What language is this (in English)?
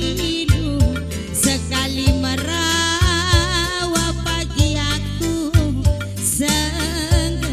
Batak Karo